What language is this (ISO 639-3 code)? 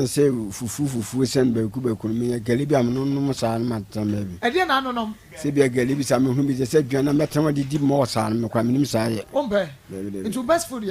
aka